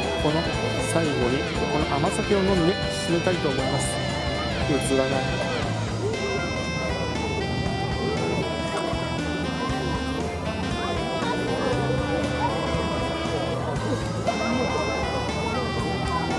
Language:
Japanese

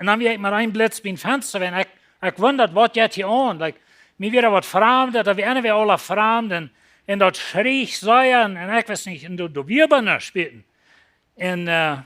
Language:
Plautdietsch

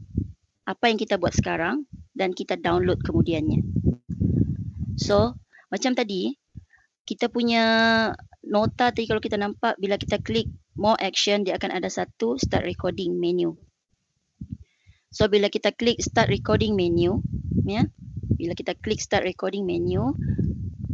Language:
Malay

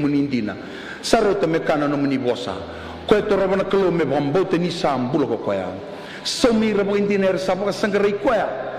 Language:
Fijian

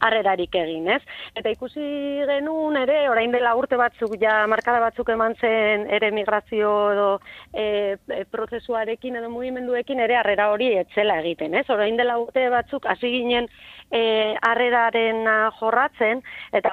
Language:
Basque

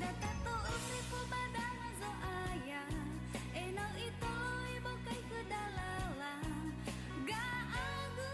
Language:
Nias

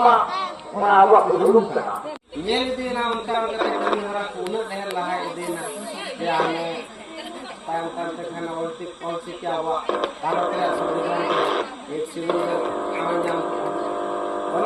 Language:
Santali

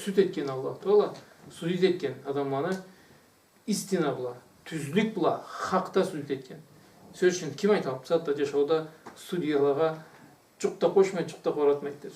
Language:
Karachay-Balkar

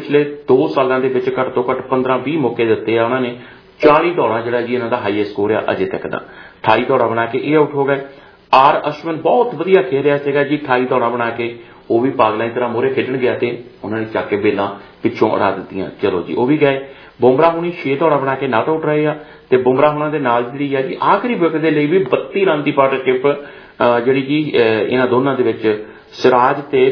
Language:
Punjabi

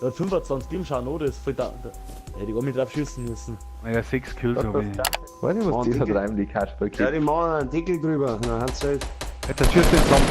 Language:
Bavarian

